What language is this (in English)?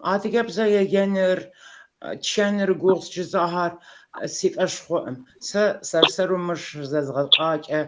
Kabardian